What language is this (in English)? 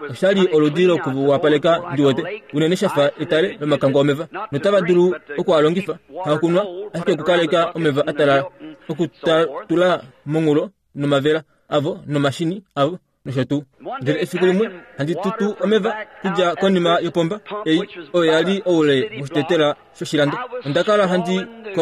Kuanyama